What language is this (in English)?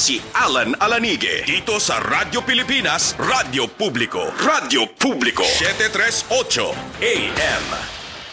Filipino